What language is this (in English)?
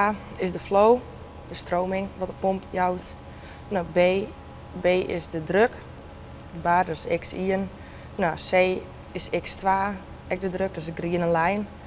Western Frisian